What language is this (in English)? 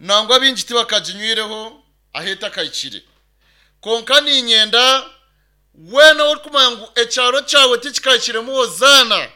Nyankole